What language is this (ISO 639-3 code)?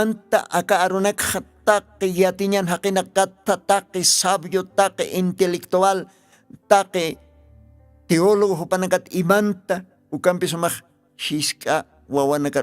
aym